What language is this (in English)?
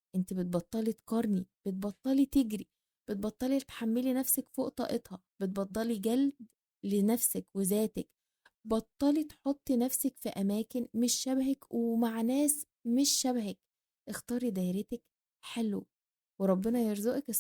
Egyptian Arabic